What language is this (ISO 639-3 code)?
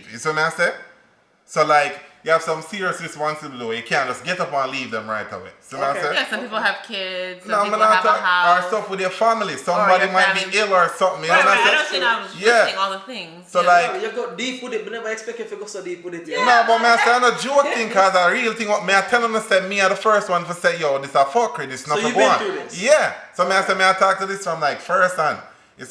jam